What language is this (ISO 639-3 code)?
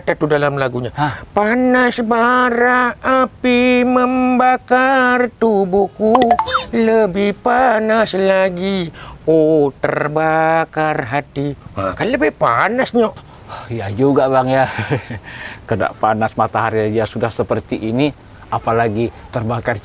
msa